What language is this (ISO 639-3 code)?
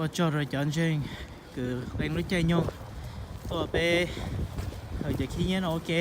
hmn